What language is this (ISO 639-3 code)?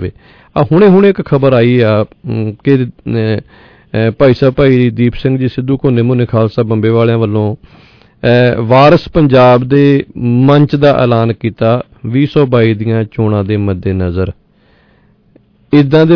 pan